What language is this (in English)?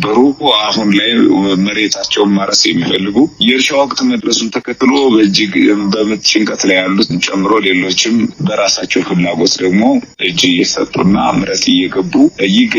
Amharic